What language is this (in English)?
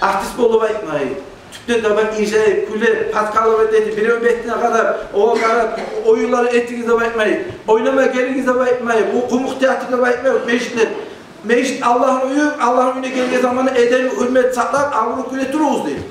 Kumyk